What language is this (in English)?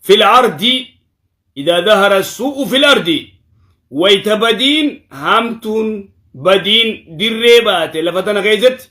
Oromo